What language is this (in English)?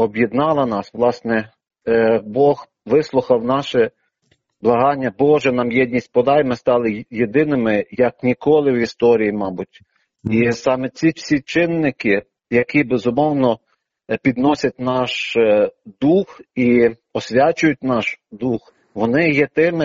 Ukrainian